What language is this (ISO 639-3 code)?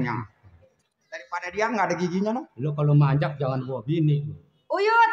bew